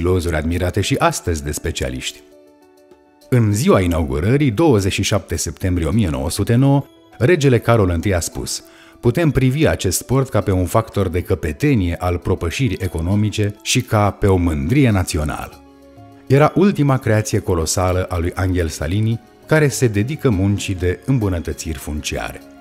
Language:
Romanian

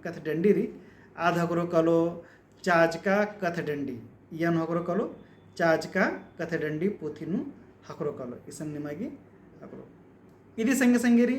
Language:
Kurukh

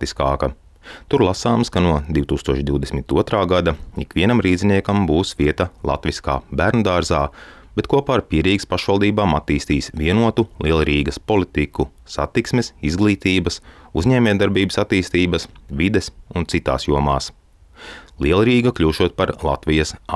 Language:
Latvian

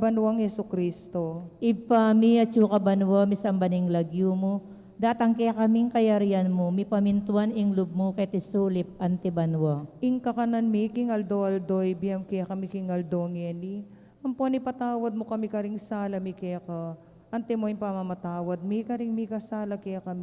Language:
Pampanga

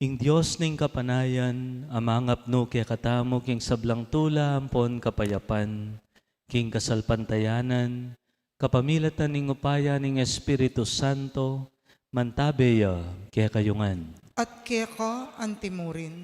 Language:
Pampanga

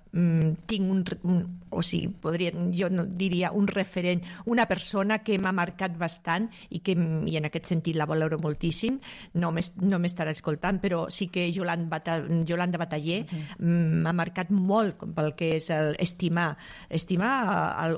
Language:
Catalan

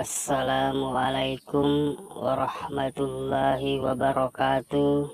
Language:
Buginese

